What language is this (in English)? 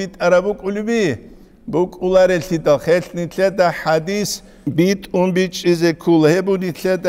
Avaric